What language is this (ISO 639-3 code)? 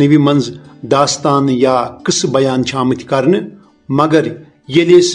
kas